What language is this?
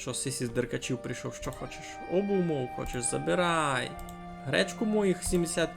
Rusyn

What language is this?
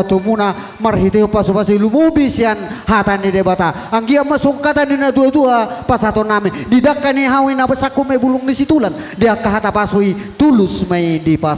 Batak Toba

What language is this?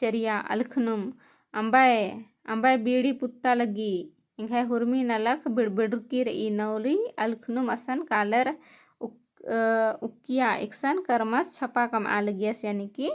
Kurukh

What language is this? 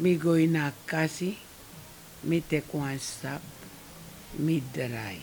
Sranan Tongo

